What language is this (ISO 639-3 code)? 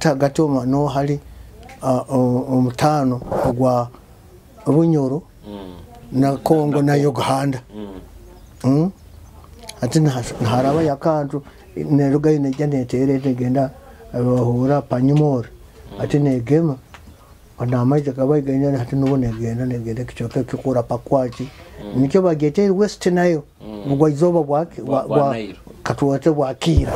nyo